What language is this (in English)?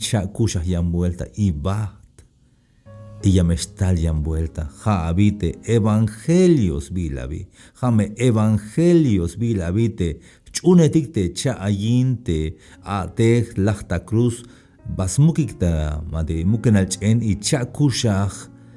Tzeltal